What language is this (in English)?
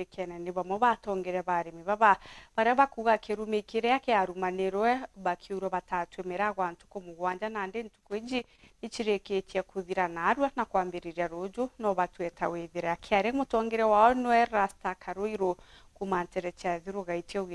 Meru